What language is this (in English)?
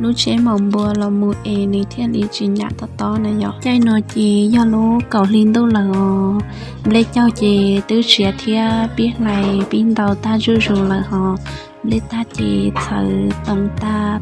Hmong